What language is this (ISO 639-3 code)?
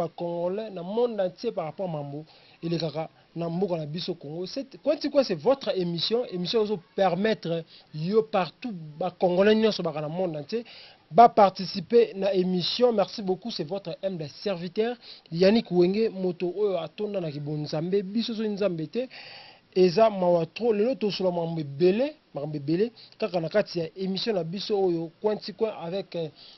lin